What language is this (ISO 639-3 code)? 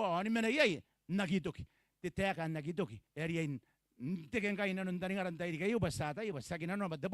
gil